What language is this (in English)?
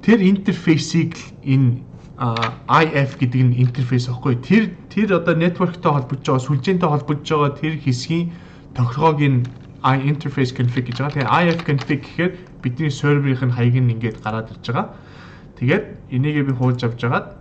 Mongolian